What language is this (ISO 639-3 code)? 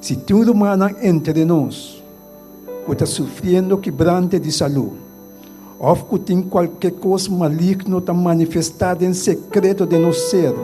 pap